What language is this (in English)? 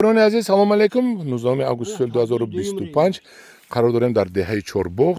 Tajik